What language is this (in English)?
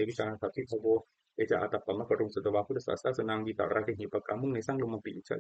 Pali